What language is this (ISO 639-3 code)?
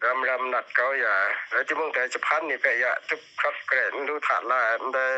kac